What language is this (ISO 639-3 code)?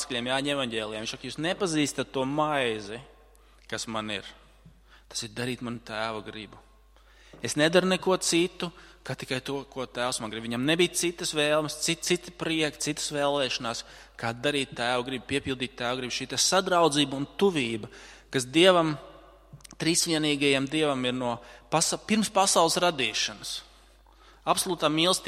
lav